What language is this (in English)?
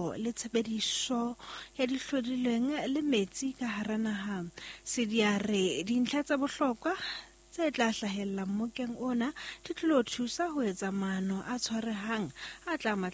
Southern Sotho